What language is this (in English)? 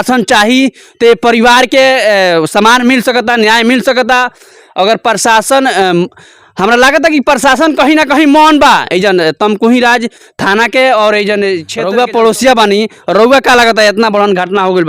Bhojpuri